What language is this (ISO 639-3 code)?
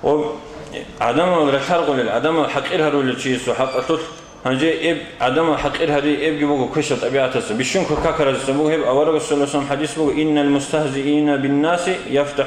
ava